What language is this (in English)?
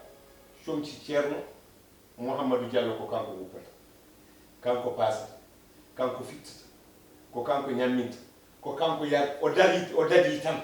Fula